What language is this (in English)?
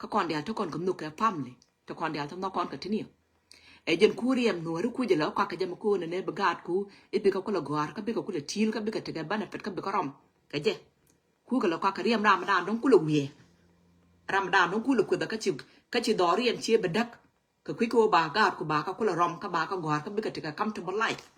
Nuer